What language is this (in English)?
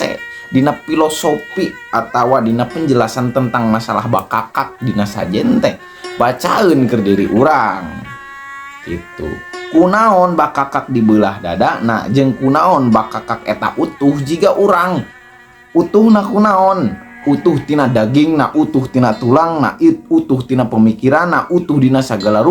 Sundanese